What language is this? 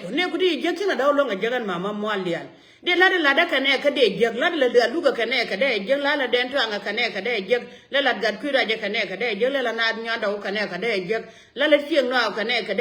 Nuer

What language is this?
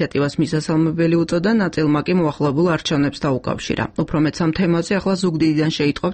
Georgian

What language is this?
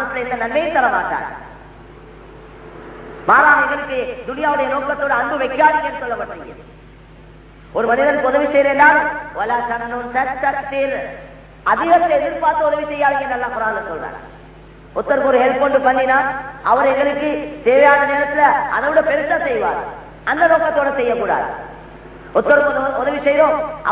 Tamil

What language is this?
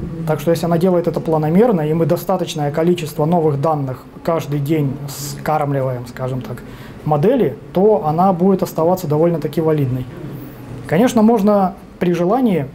Russian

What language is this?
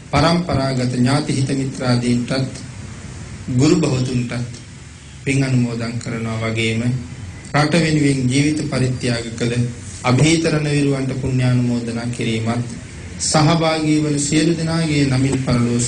Sinhala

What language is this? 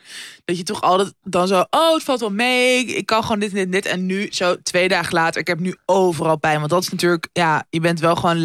Dutch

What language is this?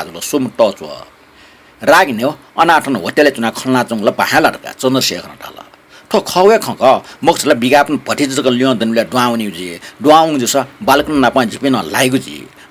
Newari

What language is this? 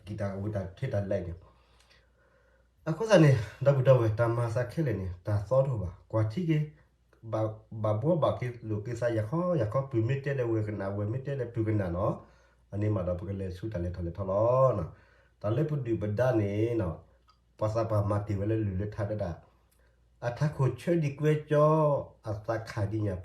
S'gaw Karen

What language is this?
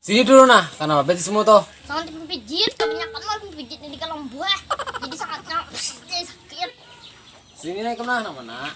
Banjar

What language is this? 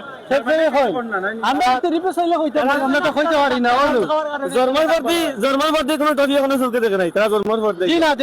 Sylheti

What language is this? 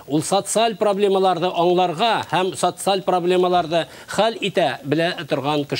Bashkir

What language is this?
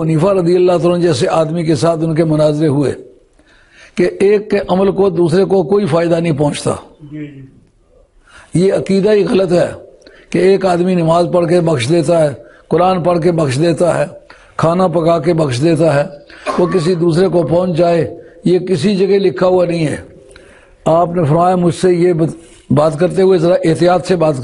Urdu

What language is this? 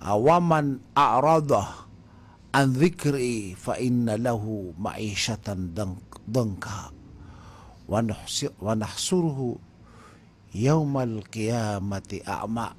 Maranao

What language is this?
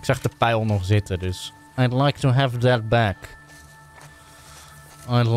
Dutch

